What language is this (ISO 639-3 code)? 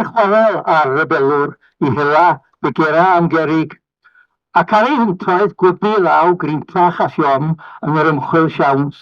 cym